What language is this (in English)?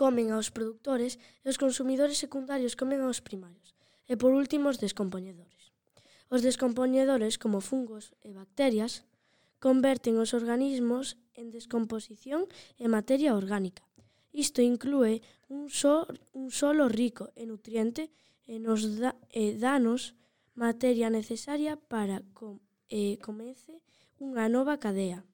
Galician